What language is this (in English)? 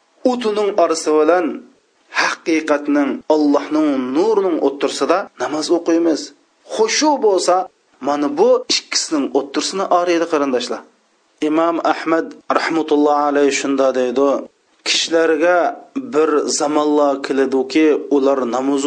Uyghur